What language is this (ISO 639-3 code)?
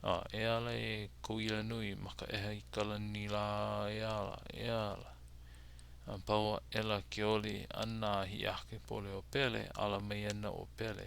haw